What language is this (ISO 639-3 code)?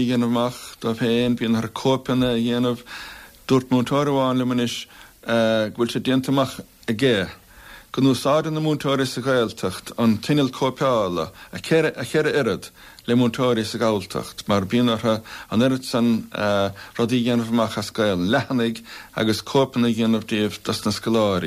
gle